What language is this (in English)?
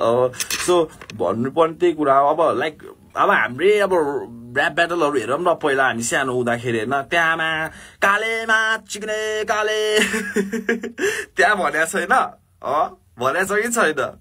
Nepali